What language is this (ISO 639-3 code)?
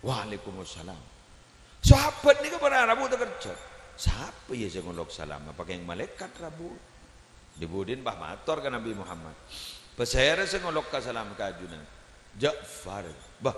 mad